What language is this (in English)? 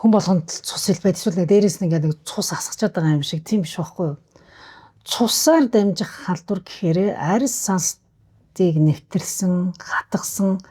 Mongolian